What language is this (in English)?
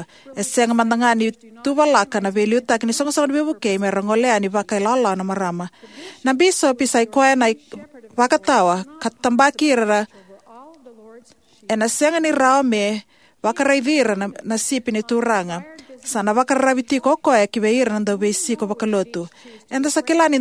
Fijian